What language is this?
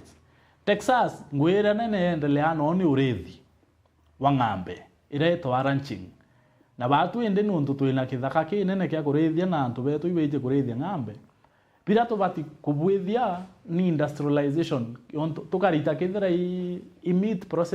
Meru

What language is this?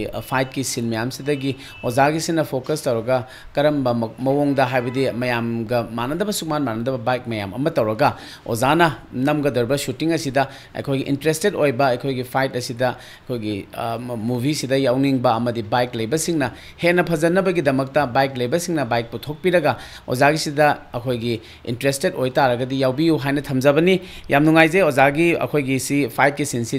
Manipuri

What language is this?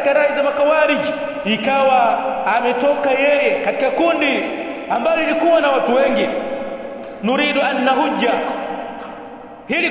Swahili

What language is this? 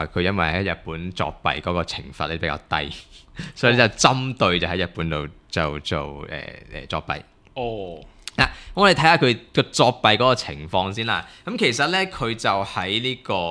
Cantonese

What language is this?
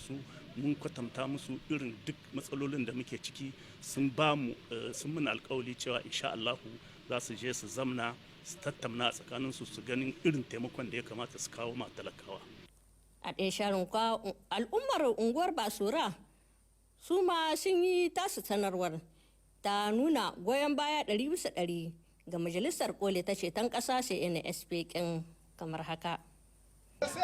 Hausa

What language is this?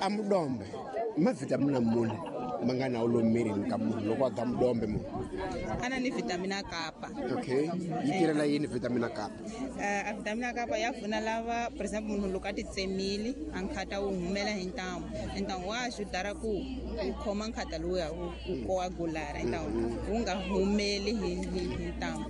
Tsonga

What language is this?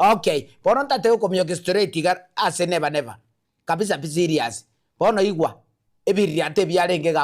Gusii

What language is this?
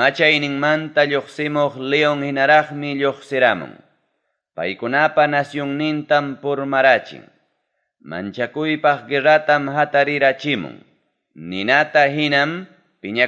Ayacucho Quechua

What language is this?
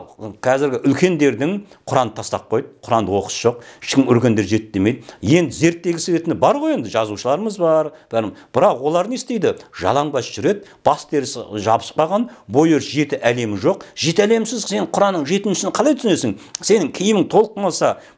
Kazakh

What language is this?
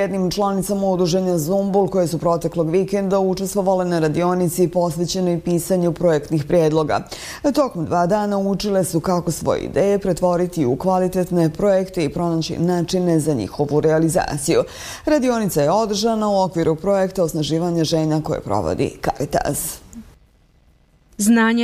Bosnian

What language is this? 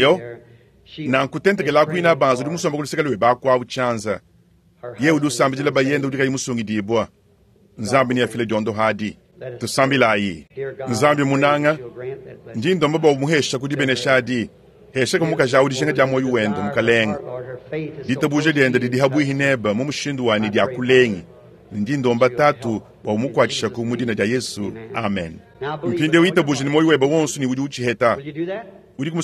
Luba-Lulua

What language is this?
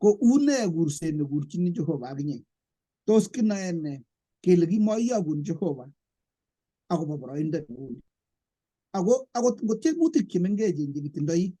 Kalenjin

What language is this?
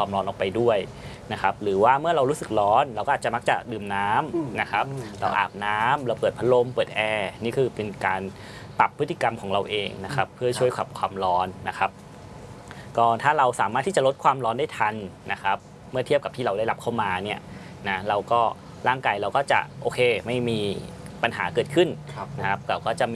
Thai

